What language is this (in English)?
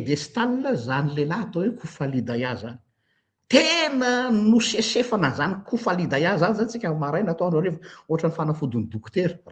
Malagasy